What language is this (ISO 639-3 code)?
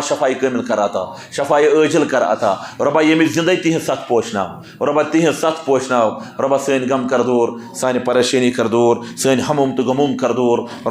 kas